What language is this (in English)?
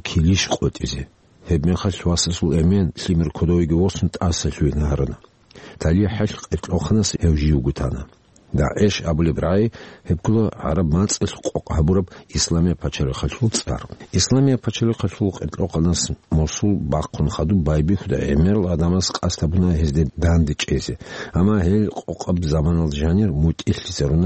Avaric